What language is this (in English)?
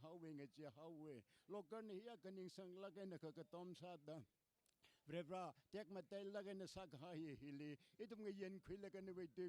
Tangkhul Naga (India)